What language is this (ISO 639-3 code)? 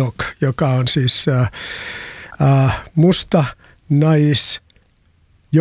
fin